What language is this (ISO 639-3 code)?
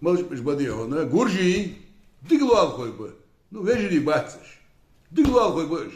inh